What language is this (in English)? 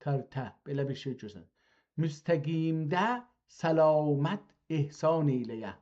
South Azerbaijani